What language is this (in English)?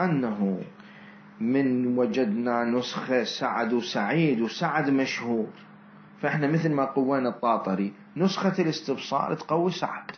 Mesopotamian Arabic